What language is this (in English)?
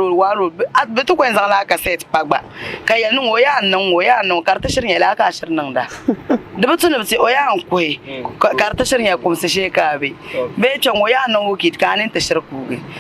Dagbani